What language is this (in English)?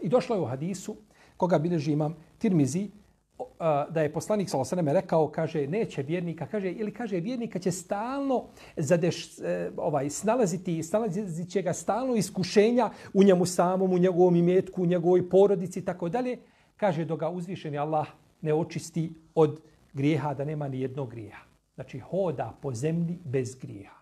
Bosnian